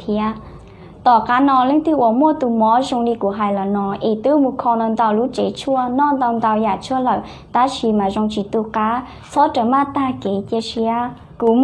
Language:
Hmong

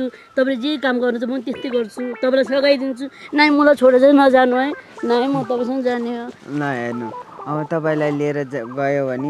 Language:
Nepali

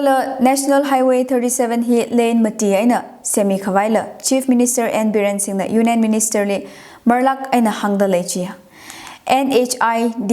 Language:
Tangkhul Naga (India)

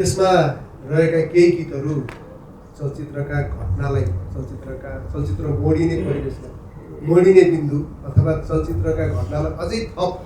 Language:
Nepali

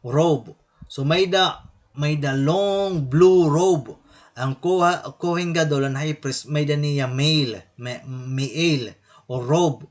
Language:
Waray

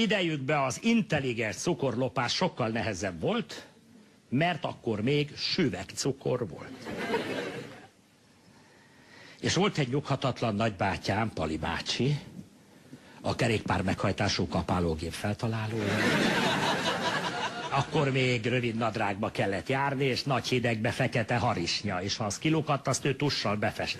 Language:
Hungarian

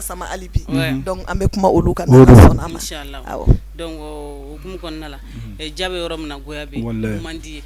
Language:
Bambara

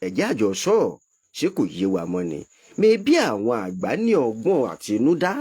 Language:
Yoruba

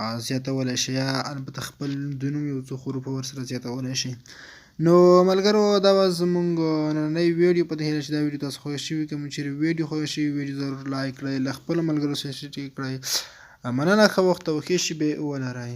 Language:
Pashto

